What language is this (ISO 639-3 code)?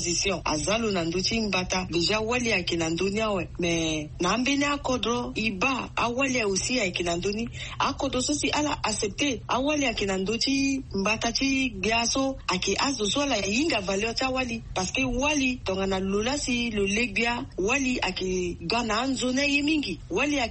sag